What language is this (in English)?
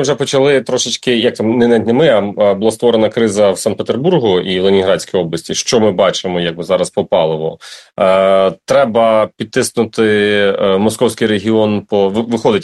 Ukrainian